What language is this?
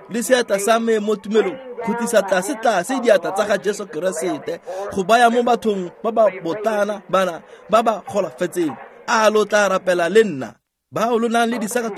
Tswana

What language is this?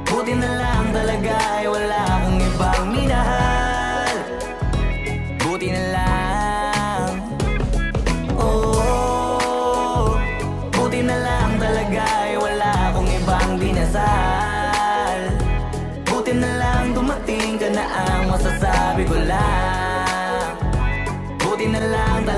Filipino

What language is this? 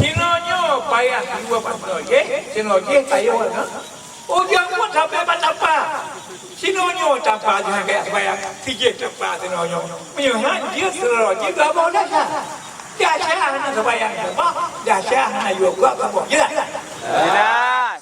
Achinese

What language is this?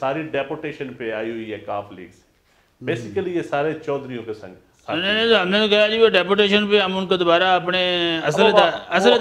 Urdu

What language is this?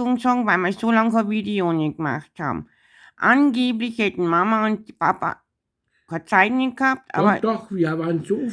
Bavarian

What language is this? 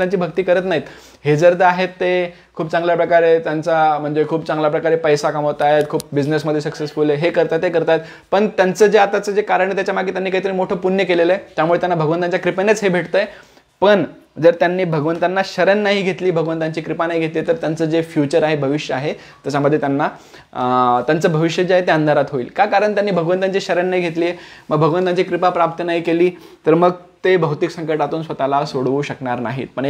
Marathi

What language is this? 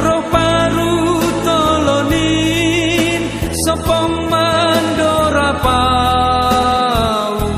Batak Simalungun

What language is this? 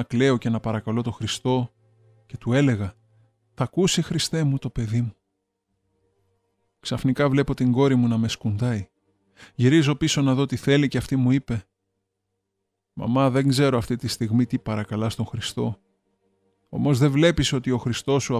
Greek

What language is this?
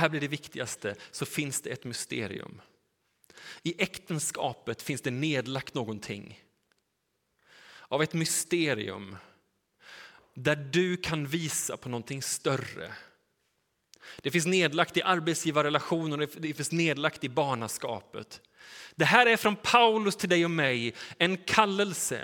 Swedish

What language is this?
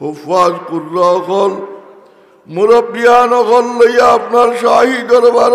Sylheti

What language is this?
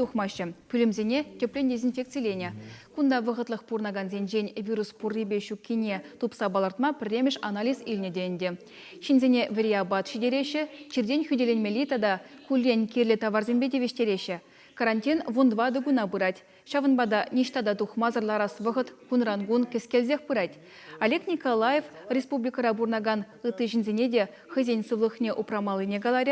Chuvash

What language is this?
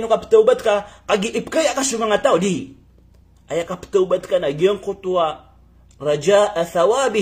Maranao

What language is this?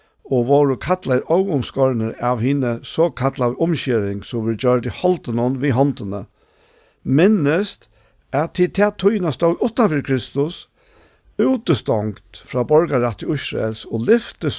Faroese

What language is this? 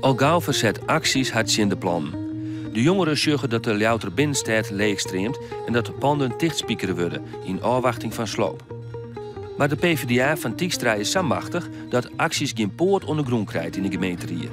Western Frisian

